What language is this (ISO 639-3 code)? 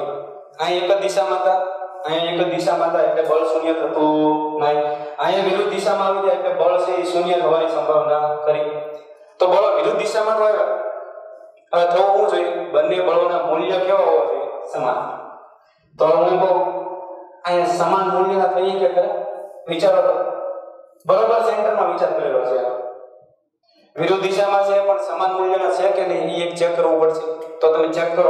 guj